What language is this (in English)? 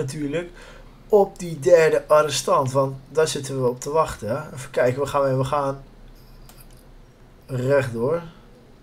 Dutch